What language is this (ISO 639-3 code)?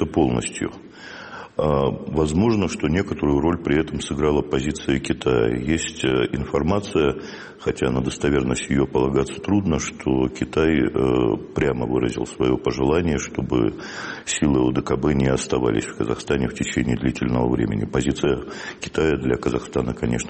rus